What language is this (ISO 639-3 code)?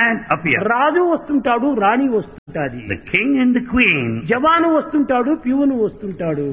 tel